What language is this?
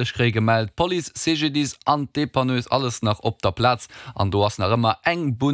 Luxembourgish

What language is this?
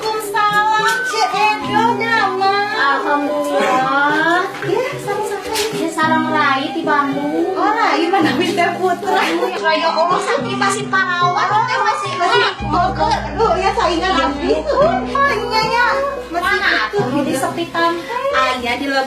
Sundanese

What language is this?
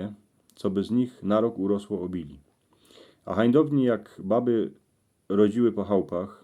Silesian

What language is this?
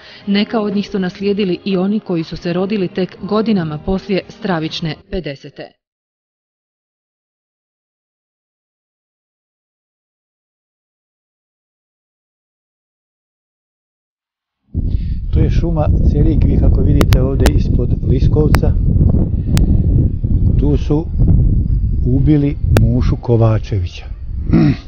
Bosnian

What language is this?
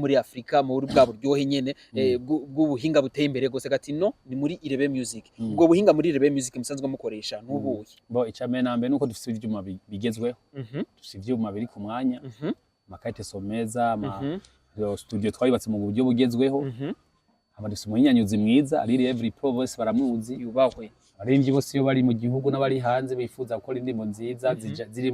Rundi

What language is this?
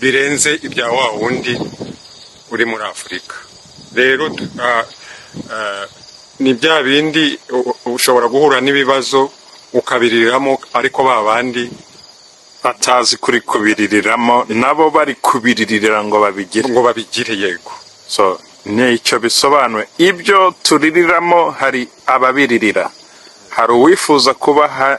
Kinyarwanda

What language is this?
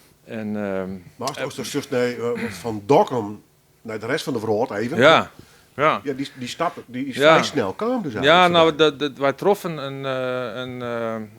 Western Frisian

